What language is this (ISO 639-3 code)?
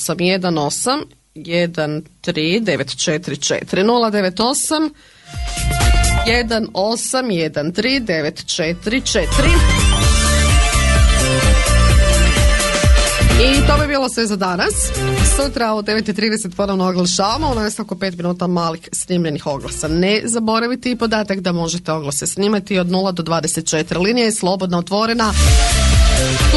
hrv